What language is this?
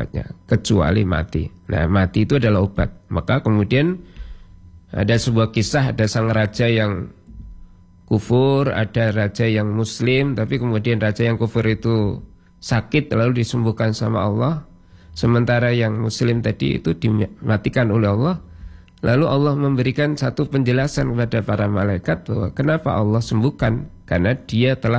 Indonesian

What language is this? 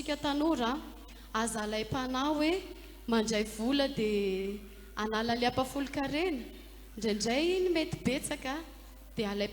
Malagasy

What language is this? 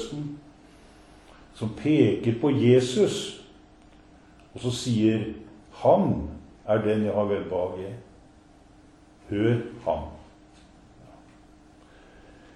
Norwegian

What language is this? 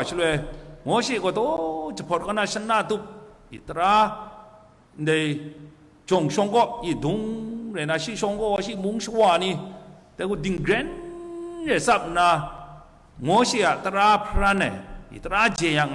Kachin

